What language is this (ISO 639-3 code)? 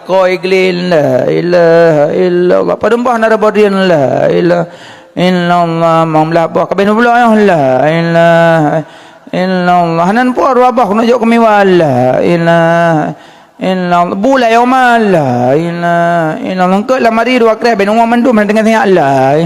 ace